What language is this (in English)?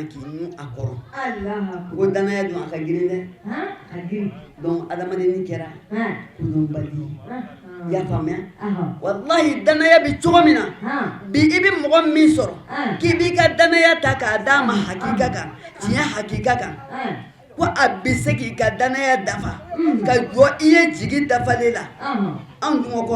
Bambara